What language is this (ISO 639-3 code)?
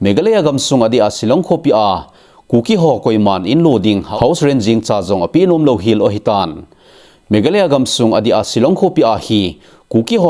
tcz